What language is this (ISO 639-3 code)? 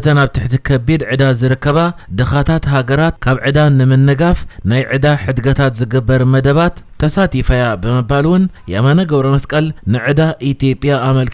tir